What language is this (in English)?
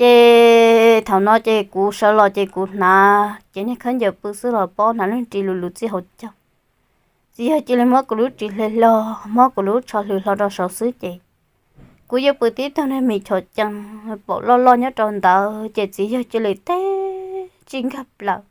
Hmong